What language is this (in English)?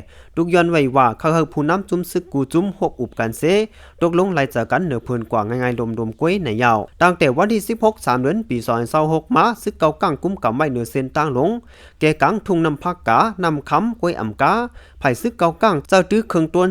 Lao